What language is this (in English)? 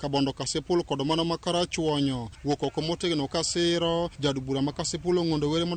Luo (Kenya and Tanzania)